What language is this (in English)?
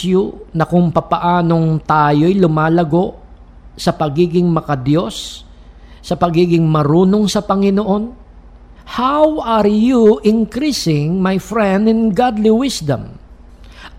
Filipino